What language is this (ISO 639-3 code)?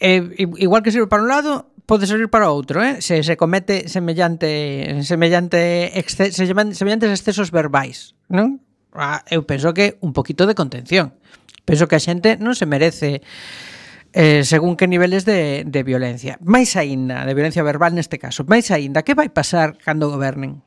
glg